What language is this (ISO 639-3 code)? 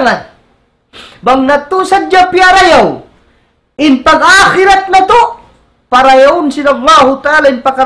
tsg